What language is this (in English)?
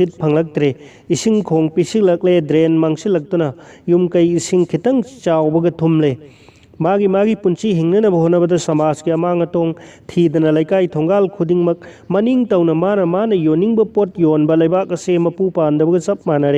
Manipuri